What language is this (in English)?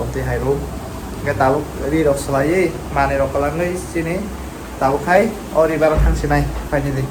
Kok Borok